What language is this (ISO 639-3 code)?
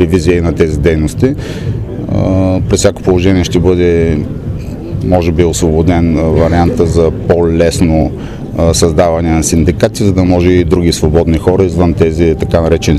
bul